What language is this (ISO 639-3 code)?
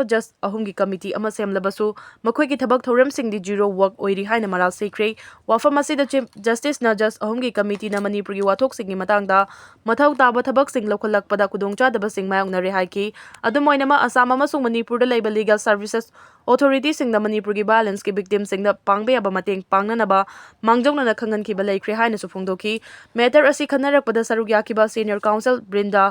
mni